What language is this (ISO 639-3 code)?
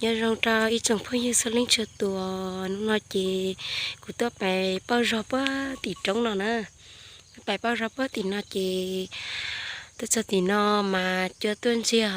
hmn